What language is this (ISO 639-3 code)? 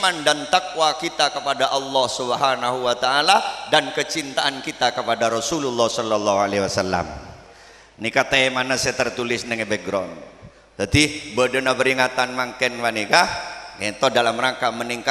mad